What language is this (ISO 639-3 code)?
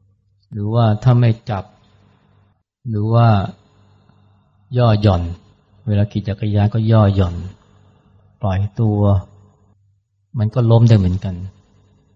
tha